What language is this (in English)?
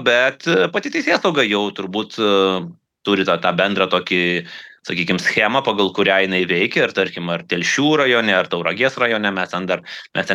Lithuanian